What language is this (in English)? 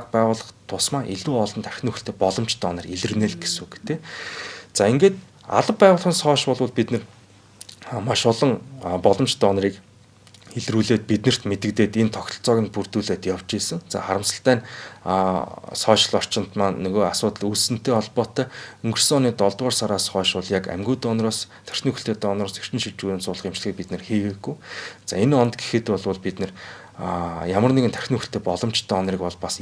Mongolian